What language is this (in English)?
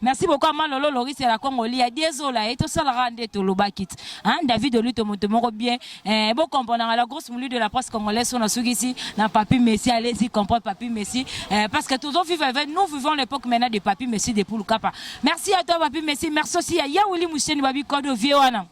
Lingala